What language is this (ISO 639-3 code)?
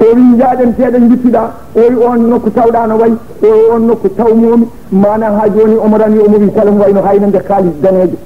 ful